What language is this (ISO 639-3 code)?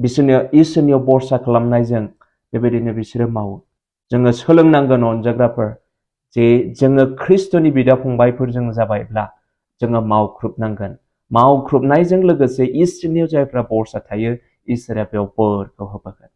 brx